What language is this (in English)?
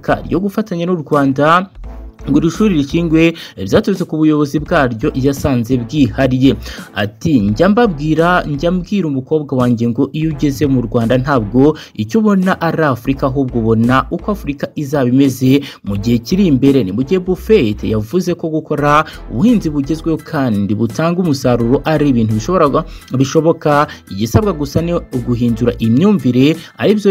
Kinyarwanda